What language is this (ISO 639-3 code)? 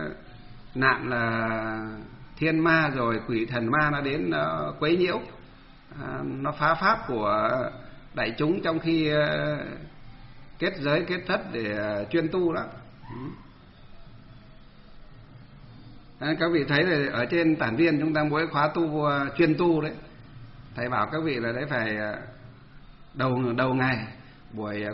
vie